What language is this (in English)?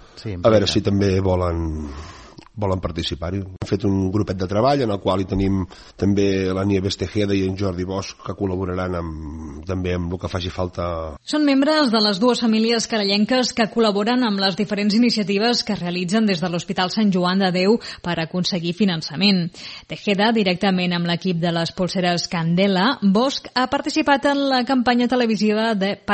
Catalan